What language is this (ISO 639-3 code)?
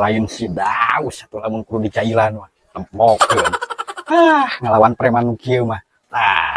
sun